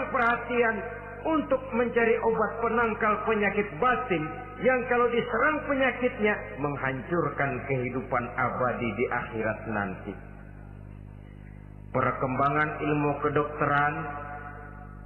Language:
Indonesian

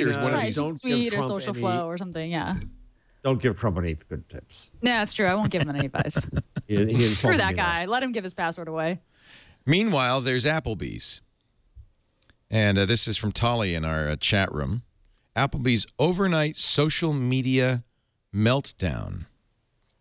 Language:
English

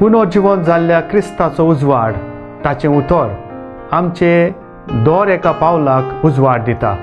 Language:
Konkani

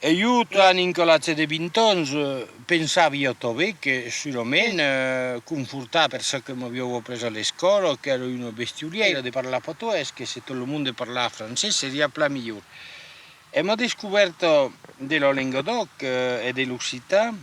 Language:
Occitan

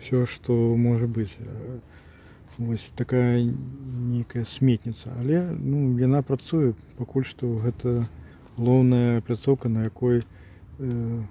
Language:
Belarusian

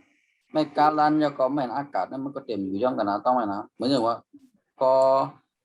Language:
Shan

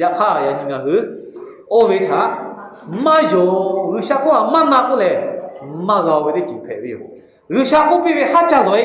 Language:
Lahu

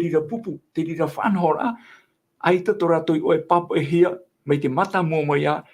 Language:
Tahitian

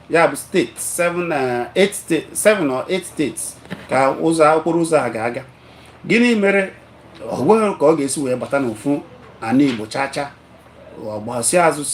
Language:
Igbo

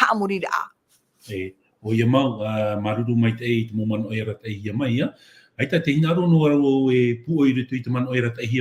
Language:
Tahitian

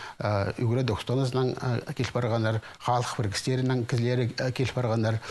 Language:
Khakas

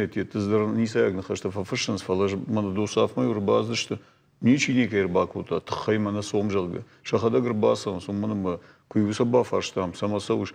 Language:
Ossetic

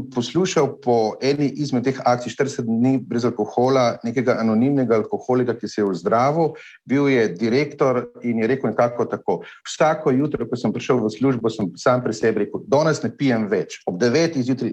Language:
Slovenian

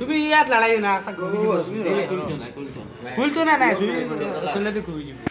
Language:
Sylheti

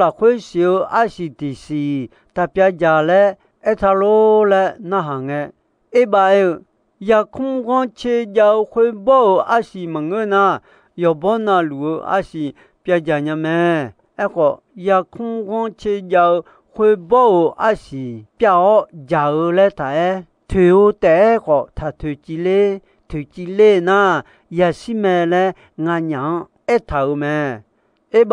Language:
Akha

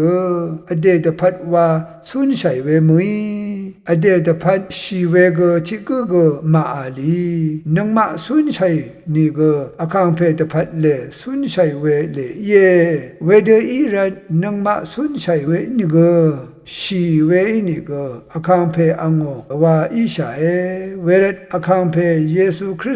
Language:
Rawang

